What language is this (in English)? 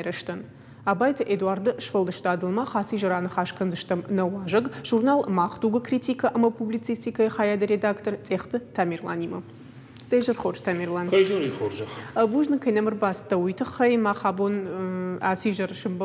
Ossetic